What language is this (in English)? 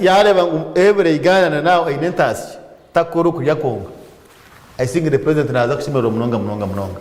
Nyankole